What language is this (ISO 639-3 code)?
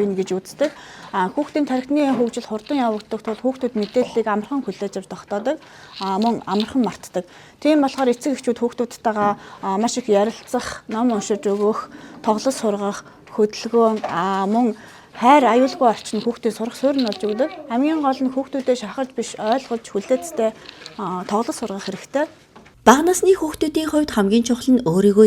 mon